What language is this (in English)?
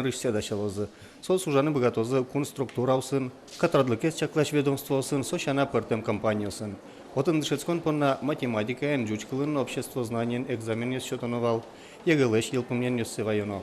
Udmurt